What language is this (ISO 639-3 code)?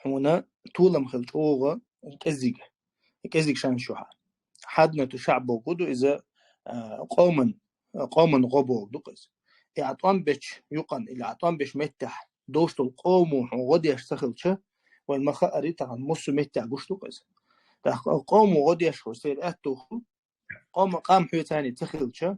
che